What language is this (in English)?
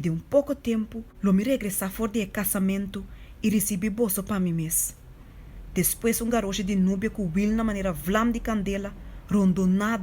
Papiamento